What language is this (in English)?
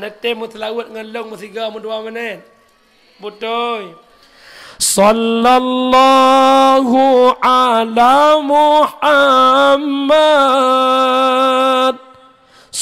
Achinese